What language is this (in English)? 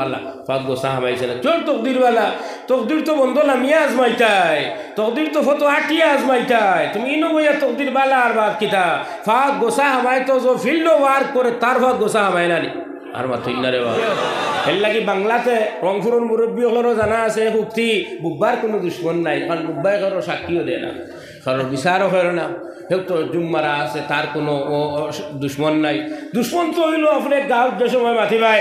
Sylheti